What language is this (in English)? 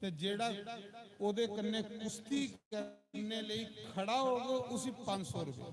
Dogri